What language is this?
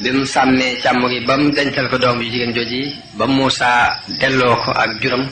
Wolof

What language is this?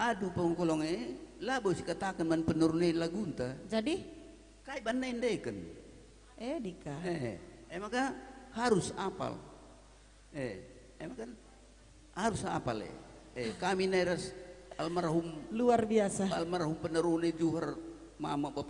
Batak Karo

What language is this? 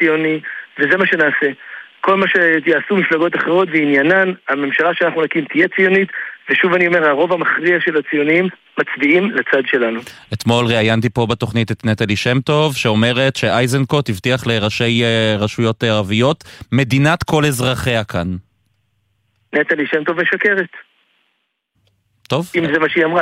Hebrew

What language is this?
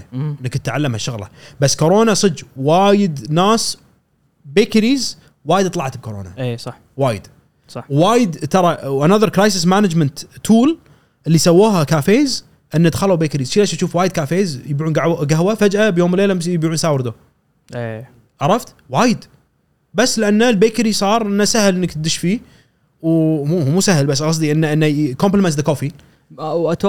Gulf Arabic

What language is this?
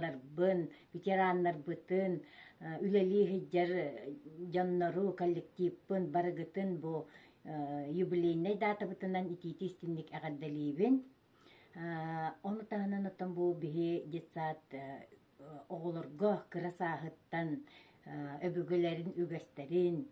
Yakut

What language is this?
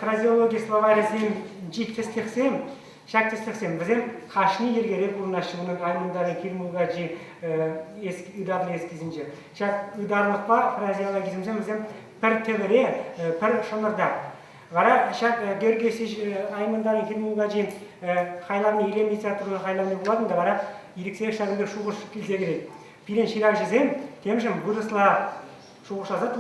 Chuvash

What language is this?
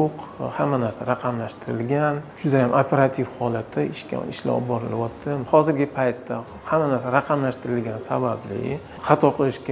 Uzbek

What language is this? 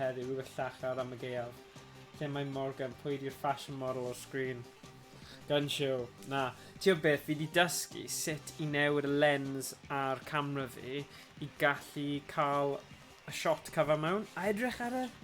Welsh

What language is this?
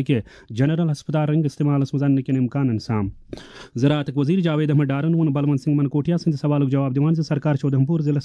Kashmiri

